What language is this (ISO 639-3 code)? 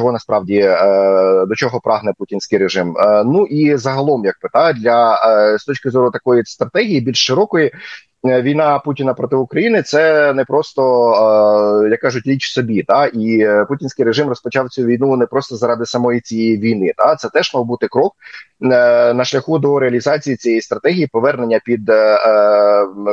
ukr